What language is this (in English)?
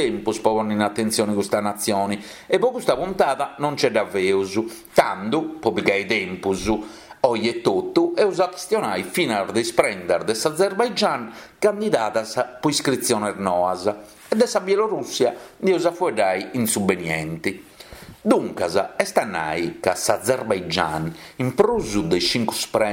Sardinian